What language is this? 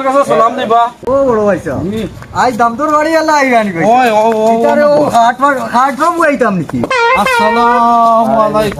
Sylheti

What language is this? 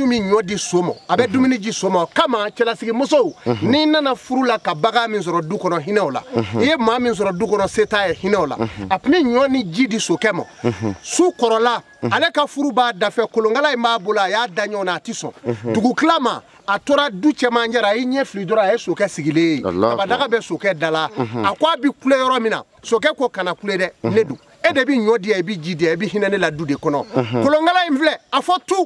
Bambara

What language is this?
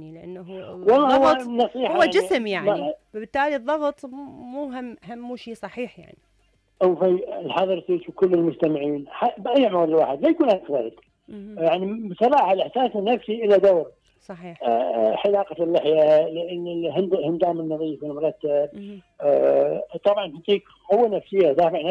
Mesopotamian Arabic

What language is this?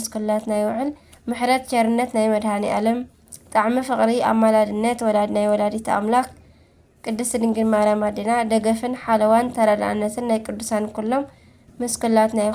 Tigrinya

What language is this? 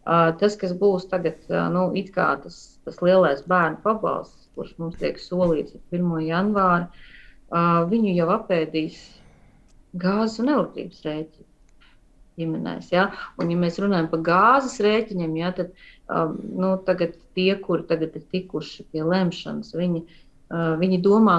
Latvian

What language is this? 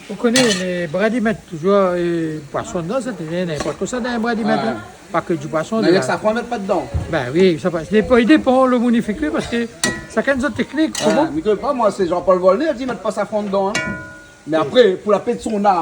Réunion Creole French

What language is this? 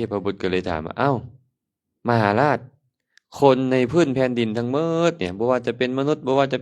Lao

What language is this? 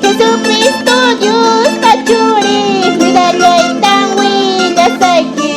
Quechua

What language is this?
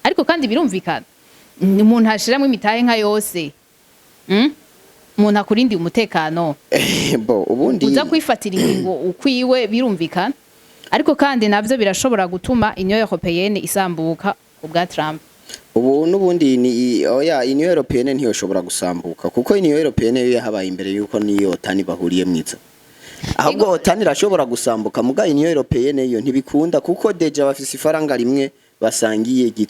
Rundi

